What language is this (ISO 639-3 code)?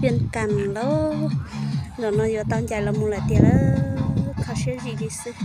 hmn